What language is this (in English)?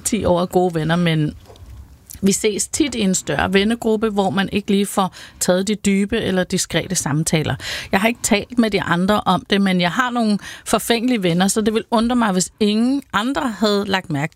Danish